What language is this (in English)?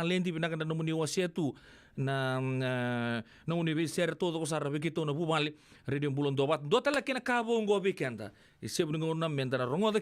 Fijian